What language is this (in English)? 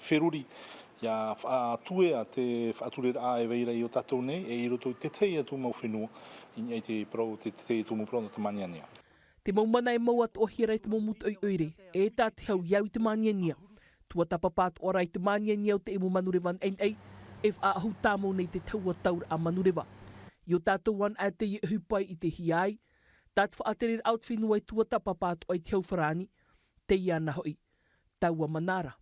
Tahitian